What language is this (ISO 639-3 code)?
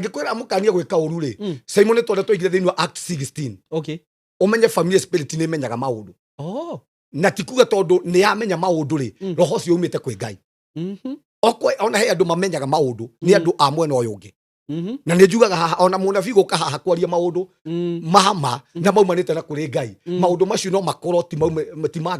kik